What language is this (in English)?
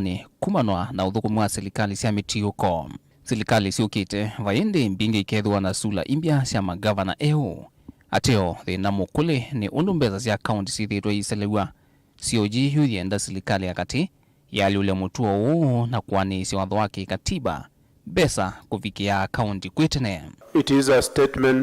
Kamba